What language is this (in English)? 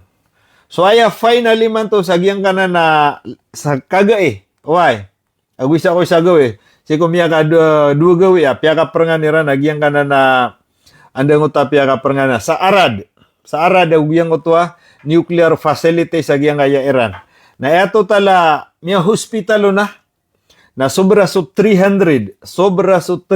Maranao